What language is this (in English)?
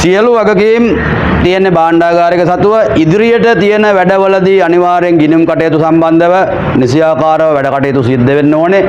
Sinhala